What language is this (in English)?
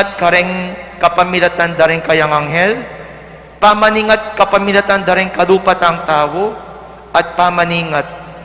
Pampanga